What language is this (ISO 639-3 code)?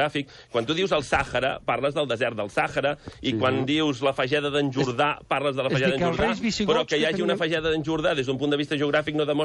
cat